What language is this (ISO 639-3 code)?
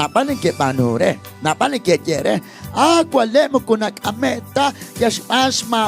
kek